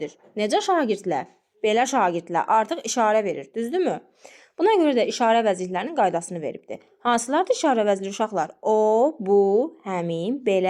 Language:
Azerbaijani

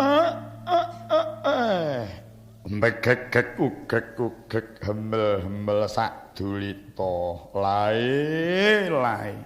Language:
Javanese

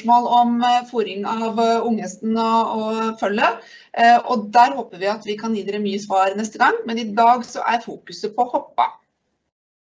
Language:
Norwegian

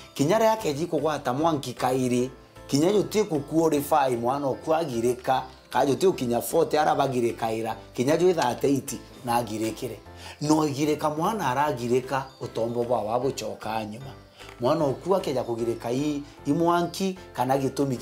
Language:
Meru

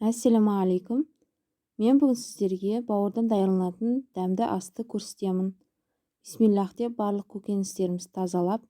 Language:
Kazakh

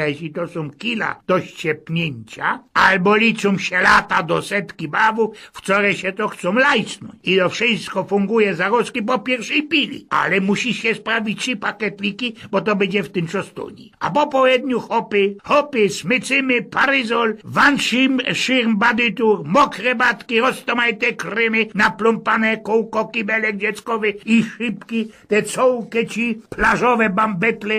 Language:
Silesian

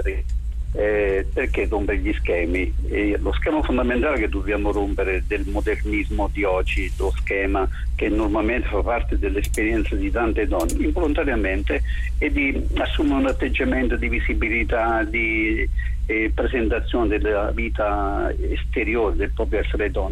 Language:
Italian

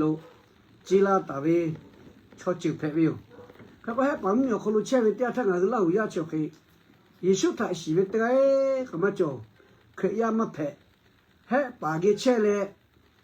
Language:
Lahu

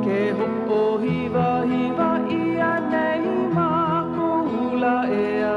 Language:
Hawaiian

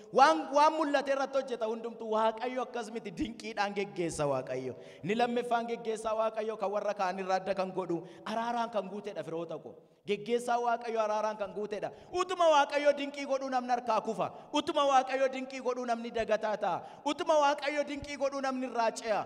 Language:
Oromo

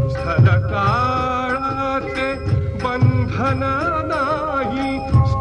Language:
Marathi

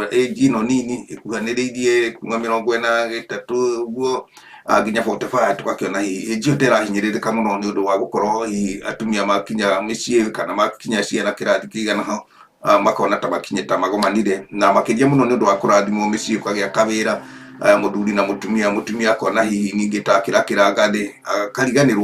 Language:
Kikuyu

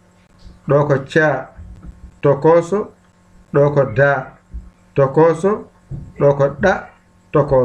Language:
Fula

